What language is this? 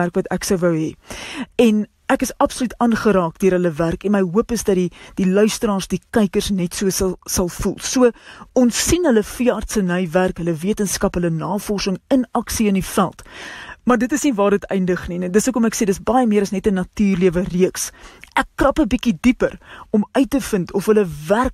Afrikaans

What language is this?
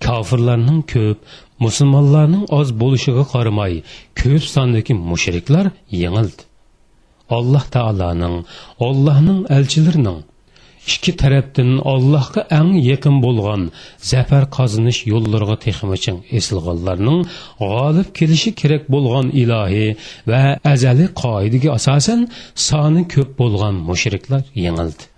Uyghur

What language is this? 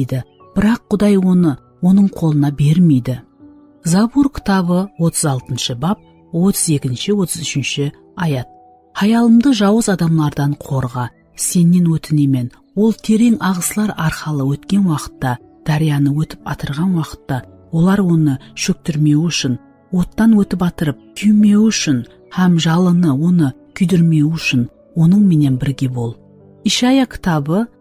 Kara-Kalpak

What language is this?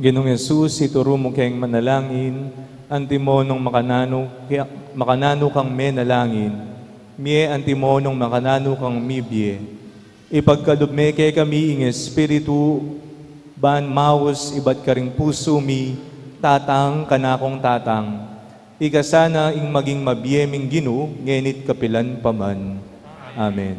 Pampanga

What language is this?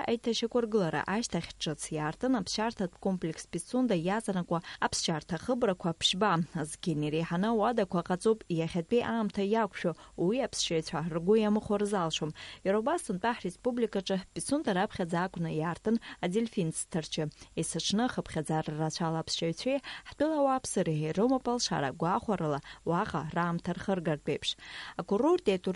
Abkhazian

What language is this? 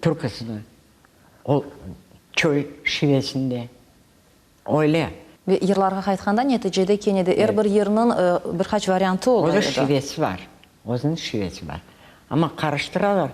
Crimean Tatar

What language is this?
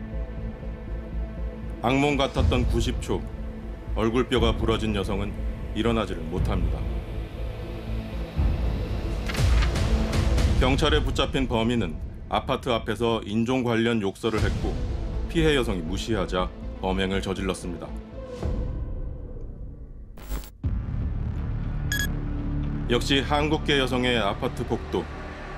Korean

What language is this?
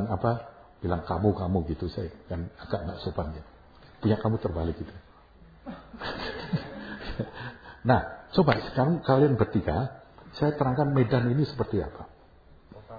Indonesian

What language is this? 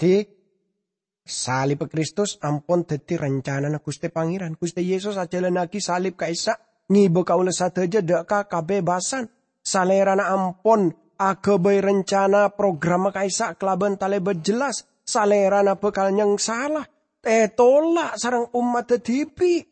Madurese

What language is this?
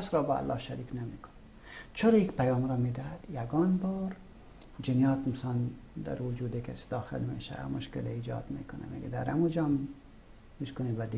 Persian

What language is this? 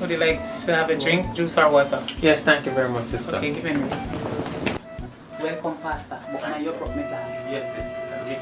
Jamaican Creole English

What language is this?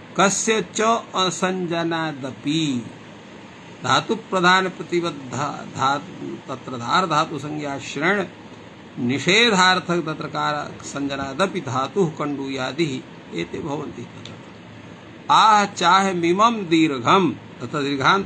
Sanskrit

